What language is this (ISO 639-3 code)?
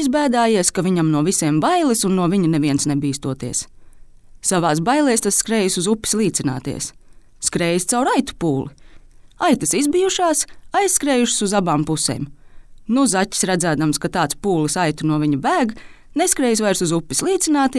lav